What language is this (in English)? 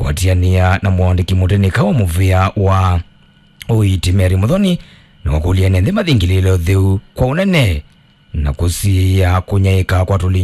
Kamba